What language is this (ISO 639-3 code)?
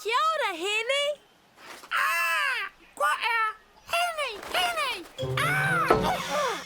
mri